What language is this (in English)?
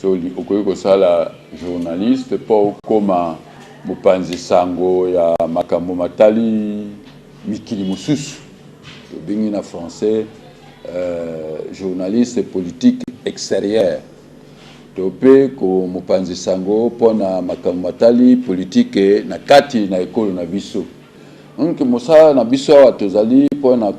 Lingala